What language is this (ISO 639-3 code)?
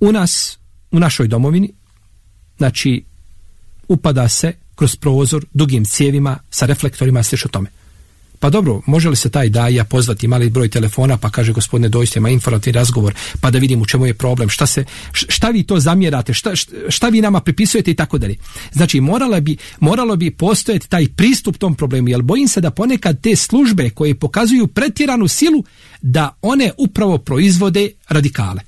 bos